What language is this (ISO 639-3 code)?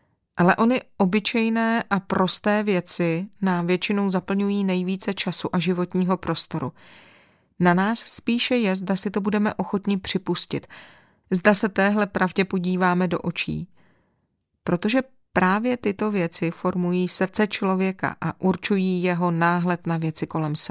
ces